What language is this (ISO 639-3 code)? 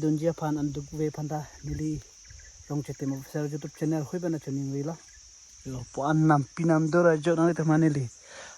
mjw